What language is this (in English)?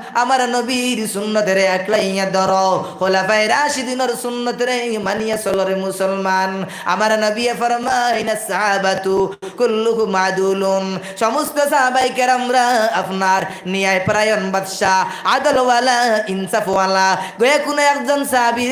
Sylheti